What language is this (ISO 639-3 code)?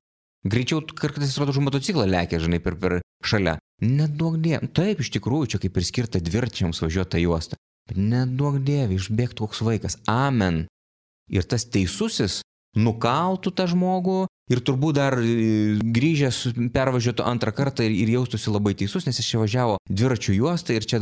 lit